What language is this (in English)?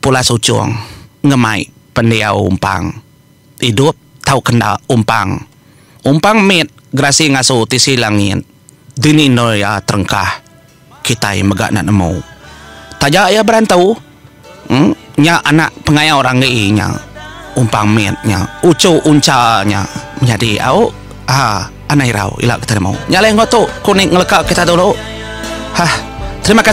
Iban